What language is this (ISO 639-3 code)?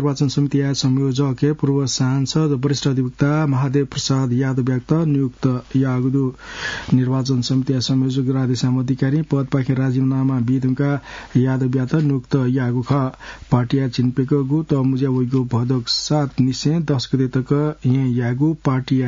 new